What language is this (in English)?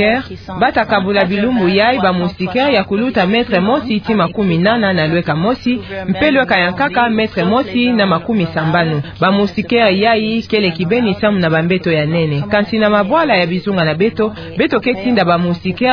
Kituba (Democratic Republic of Congo)